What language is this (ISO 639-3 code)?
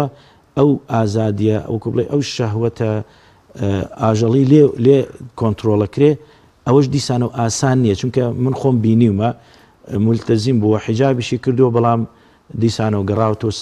ckb